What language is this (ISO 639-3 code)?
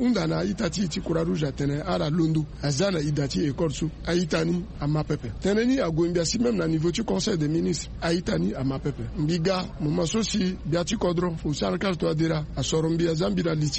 sag